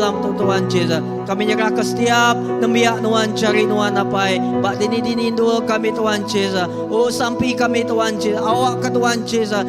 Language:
Iban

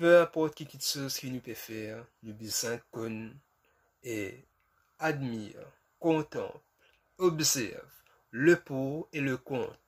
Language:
Morisyen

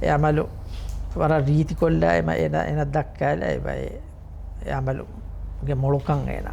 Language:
Divehi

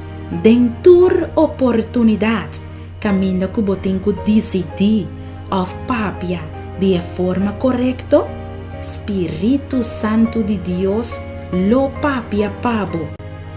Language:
Papiamento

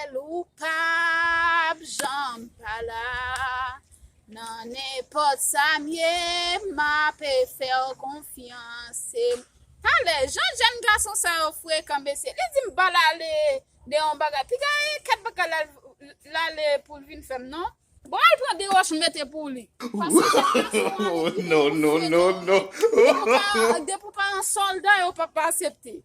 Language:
Haitian Creole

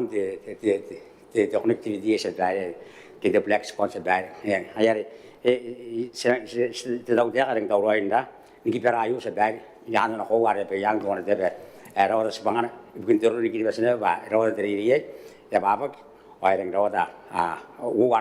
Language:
Gilbertese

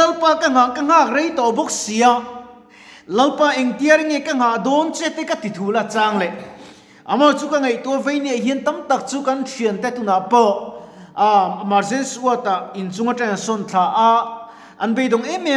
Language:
Mizo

